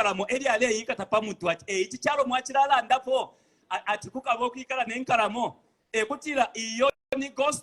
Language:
Bemba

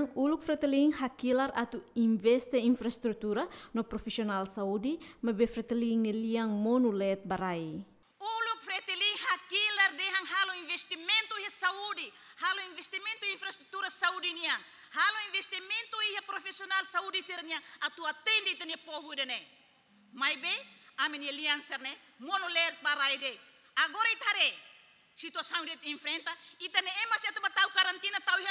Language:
Tetum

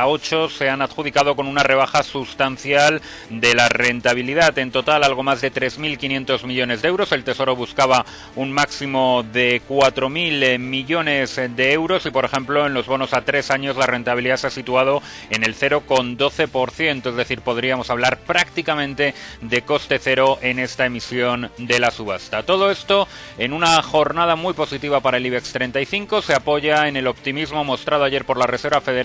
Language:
Spanish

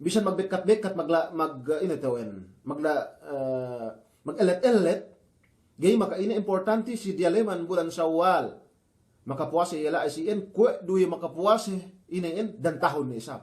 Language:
Yakan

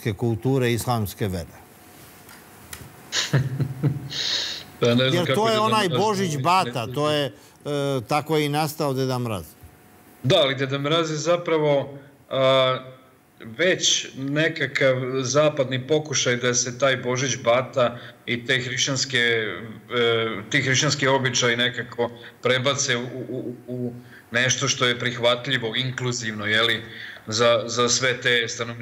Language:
Serbian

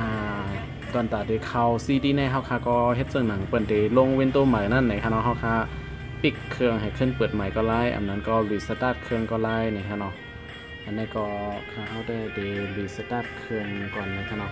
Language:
Shan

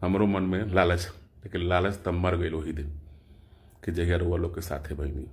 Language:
Bhojpuri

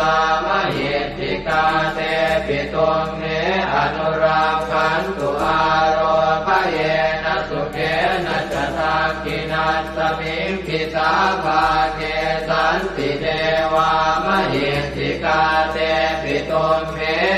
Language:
Pali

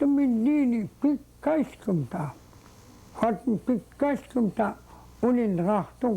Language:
Central Yupik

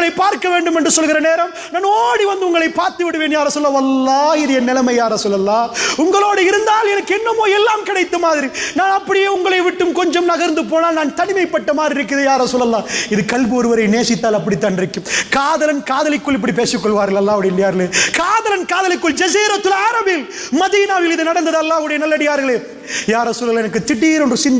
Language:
Tamil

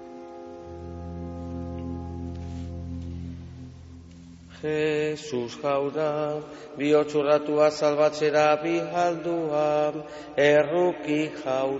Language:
Basque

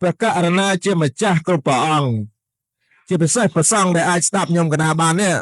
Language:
Khmer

